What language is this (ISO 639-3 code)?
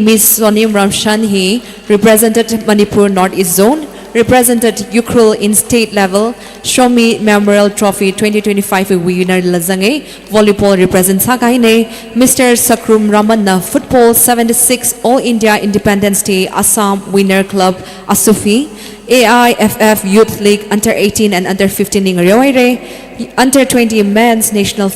nmf